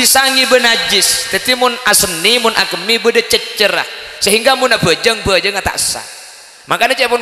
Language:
Madurese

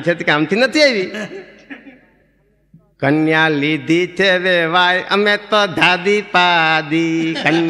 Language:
Gujarati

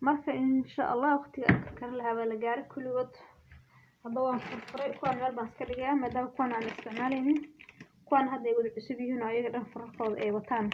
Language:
Somali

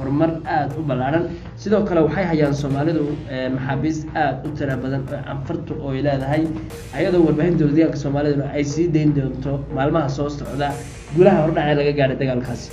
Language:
Somali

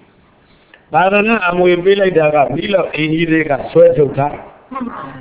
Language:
Burmese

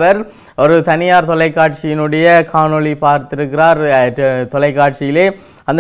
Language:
Tamil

